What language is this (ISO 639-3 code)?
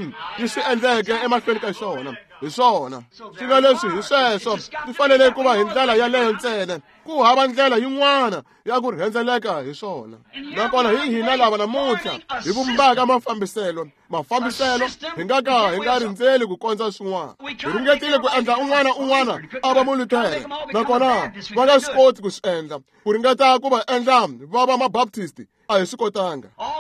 tso